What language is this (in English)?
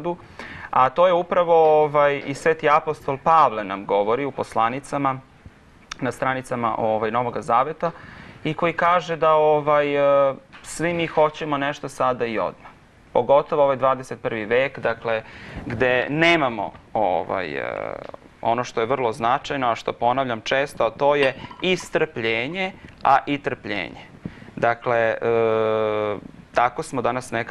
Serbian